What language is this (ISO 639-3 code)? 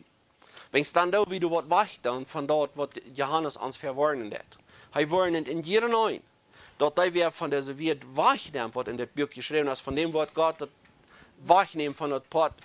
pdt